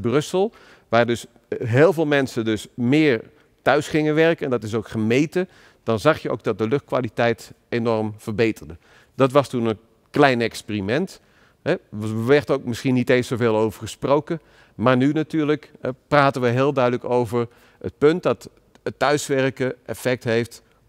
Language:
Dutch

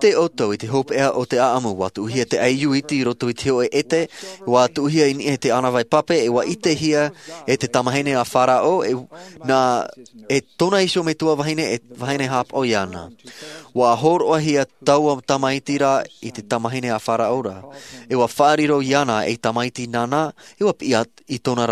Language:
Tahitian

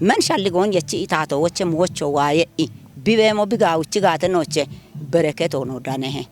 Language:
Kafa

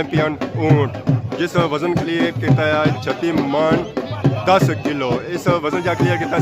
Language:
Pahari-Potwari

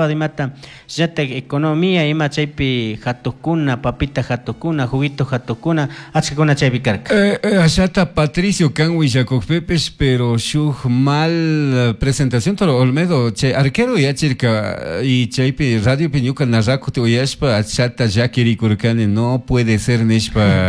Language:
Chimborazo Highland Quichua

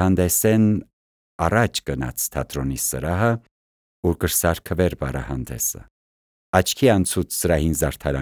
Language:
Armenian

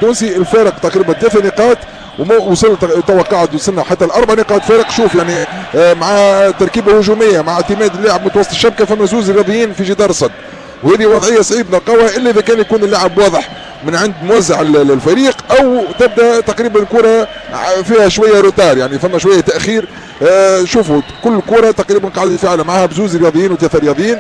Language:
Tunisian Arabic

